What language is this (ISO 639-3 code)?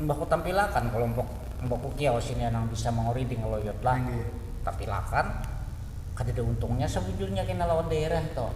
bjn